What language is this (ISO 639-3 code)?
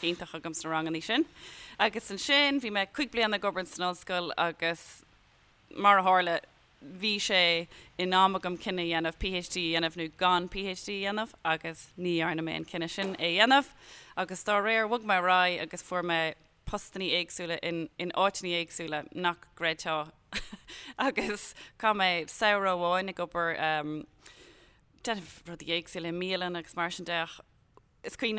gle